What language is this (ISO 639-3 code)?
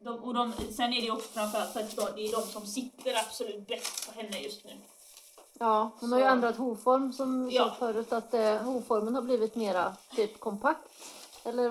swe